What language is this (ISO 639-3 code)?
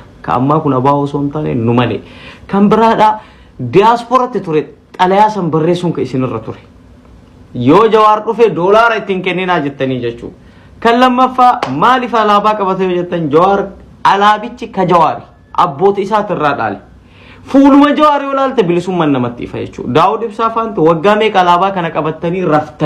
orm